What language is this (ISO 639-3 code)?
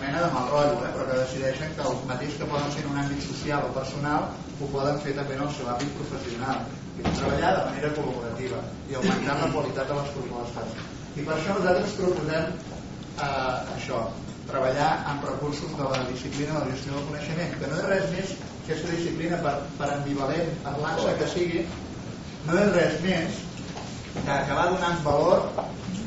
cat